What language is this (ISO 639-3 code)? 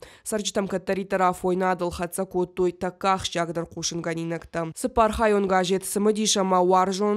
oss